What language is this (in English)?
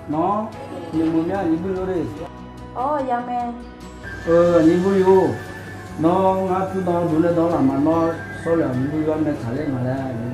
Akha